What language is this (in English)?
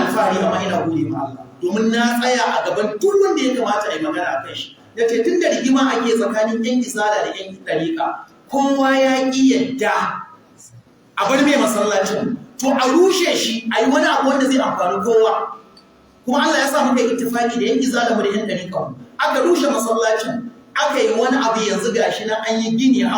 Hausa